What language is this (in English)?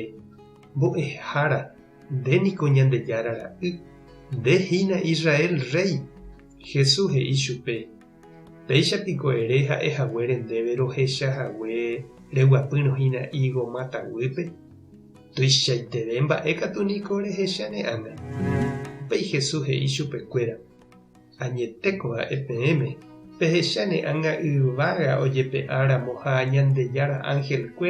Guarani